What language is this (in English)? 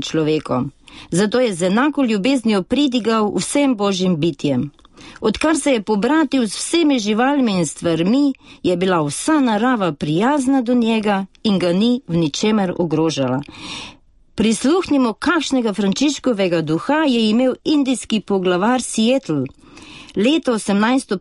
Slovenian